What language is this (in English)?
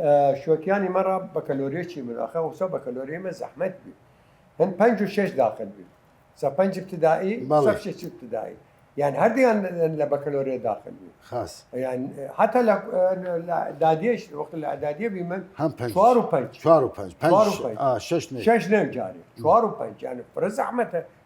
Southern Kurdish